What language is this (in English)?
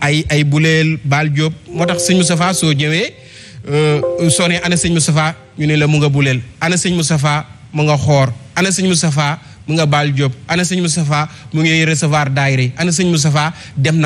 Wolof